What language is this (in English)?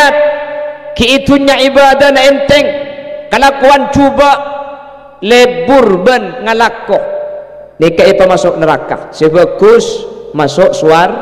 Madurese